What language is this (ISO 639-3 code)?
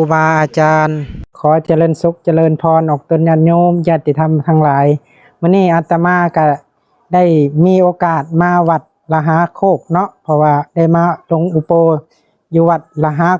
lao